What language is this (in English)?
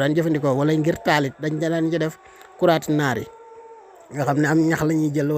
Wolof